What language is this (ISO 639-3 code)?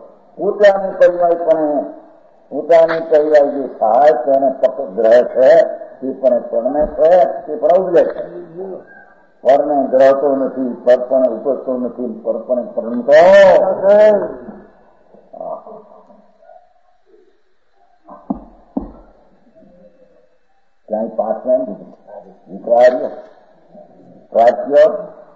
guj